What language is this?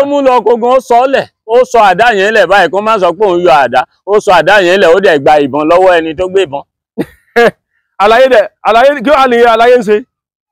Yoruba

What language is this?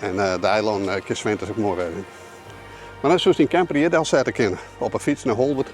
Western Frisian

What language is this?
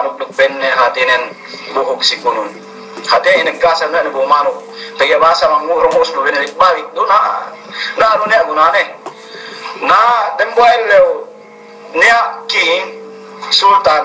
Yakan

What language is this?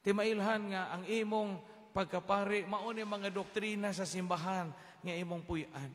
Cebuano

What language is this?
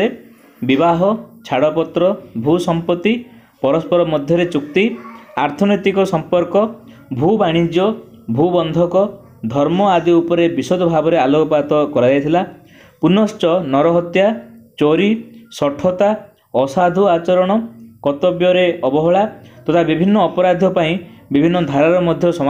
Odia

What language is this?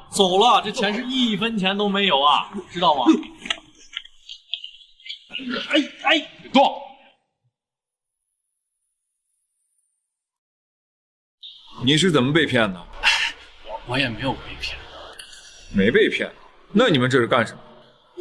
Chinese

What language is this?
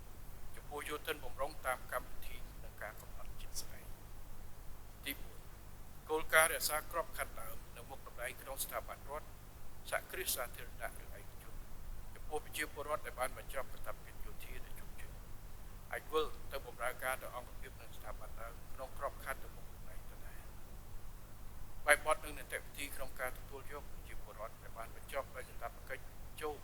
Khmer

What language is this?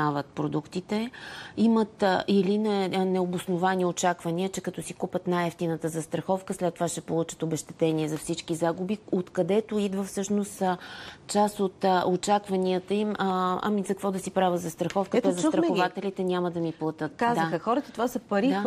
Bulgarian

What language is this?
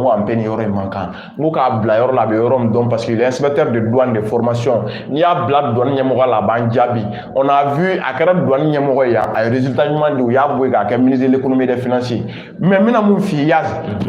Bambara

